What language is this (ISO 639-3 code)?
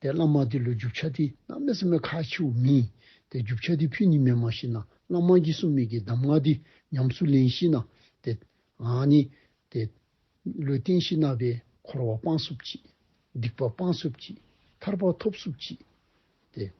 dzo